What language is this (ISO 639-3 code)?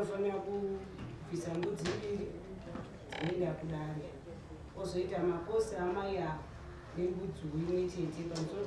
sna